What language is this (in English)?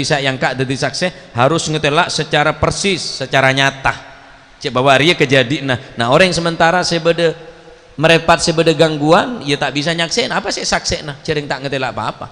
Madurese